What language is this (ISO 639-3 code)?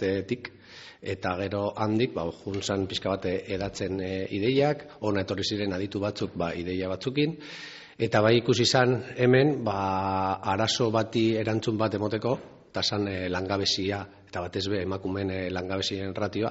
eus